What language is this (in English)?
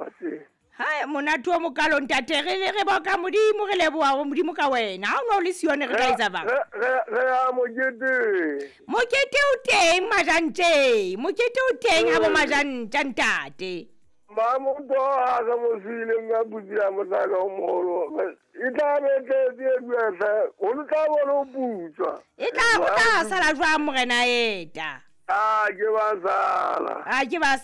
Southern Sotho